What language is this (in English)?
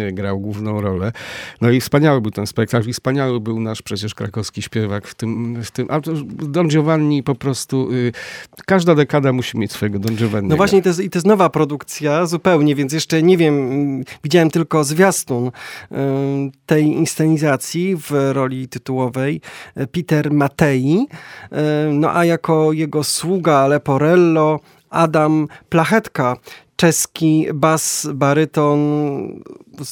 Polish